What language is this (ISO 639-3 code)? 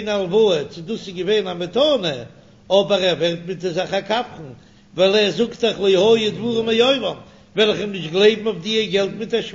yid